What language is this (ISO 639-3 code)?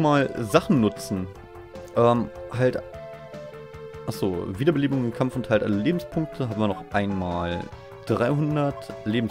deu